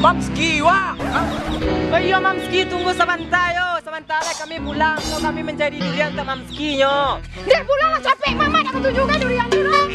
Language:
Minangkabau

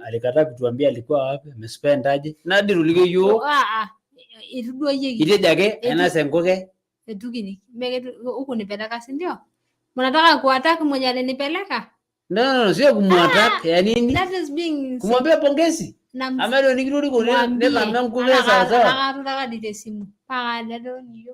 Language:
Masai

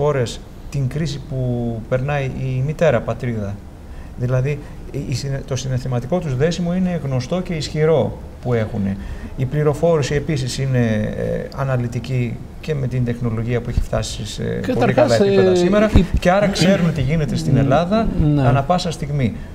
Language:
Greek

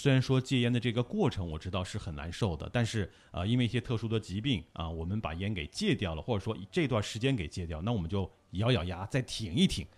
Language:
Chinese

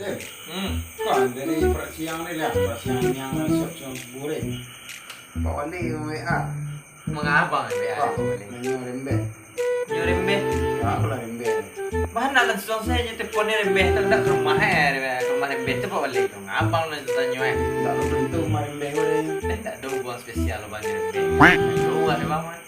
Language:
Minangkabau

